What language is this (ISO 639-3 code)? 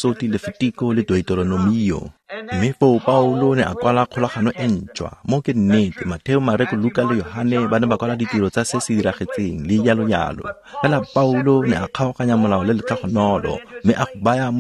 tsn